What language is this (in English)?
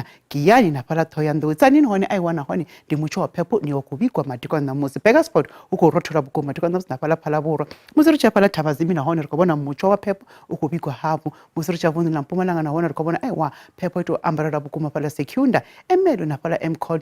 Venda